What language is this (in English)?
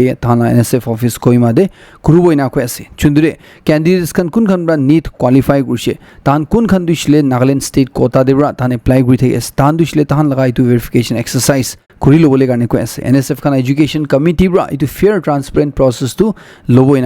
Naga Pidgin